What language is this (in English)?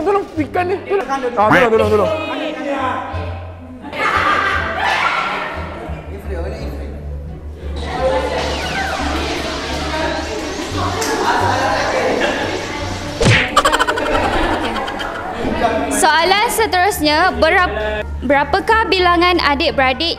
Malay